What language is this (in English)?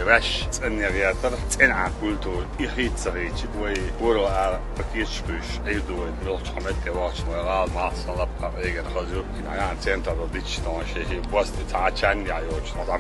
Chechen